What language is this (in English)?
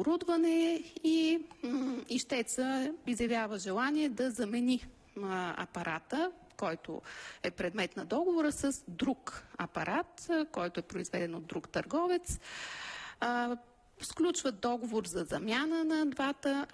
Bulgarian